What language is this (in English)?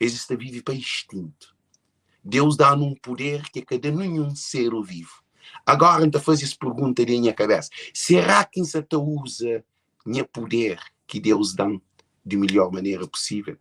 Kabuverdianu